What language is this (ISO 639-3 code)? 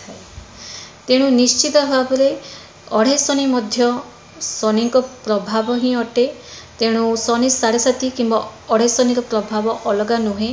ori